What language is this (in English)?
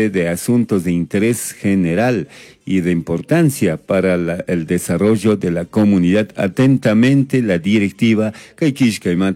Chimborazo Highland Quichua